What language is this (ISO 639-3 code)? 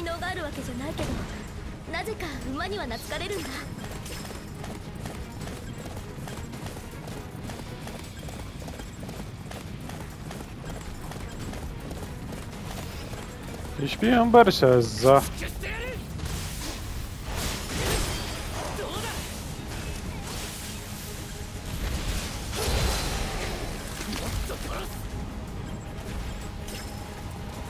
jpn